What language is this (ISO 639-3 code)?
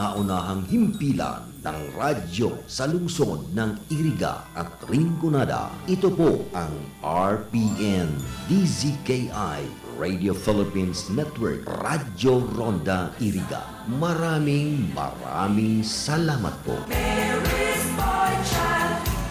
bik